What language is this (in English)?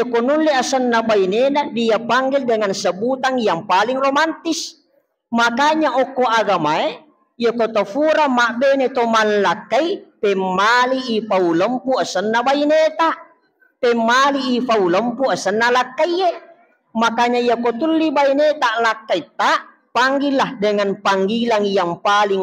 Buginese